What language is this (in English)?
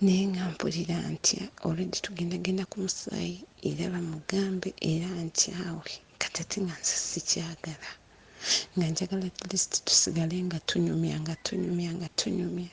Ganda